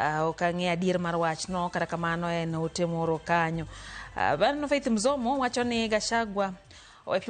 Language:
Luo (Kenya and Tanzania)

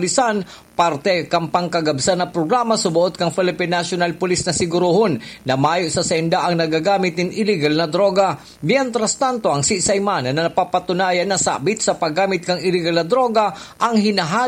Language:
Bikol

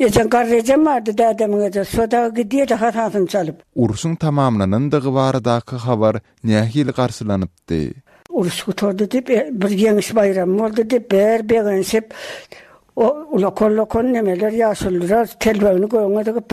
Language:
Turkmen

